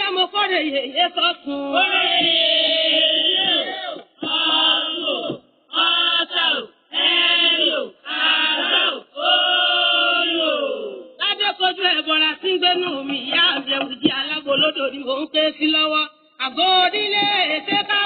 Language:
Yoruba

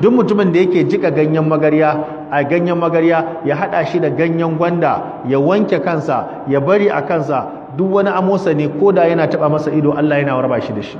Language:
Hausa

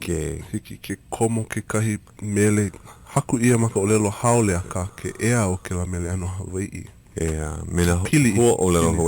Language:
Hawaiian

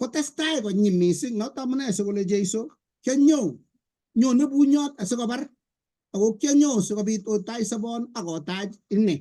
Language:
Kalenjin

